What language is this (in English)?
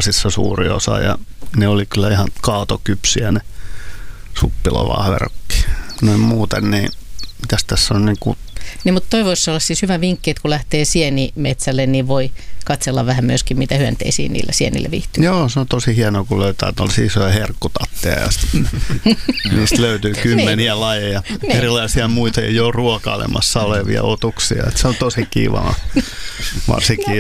Finnish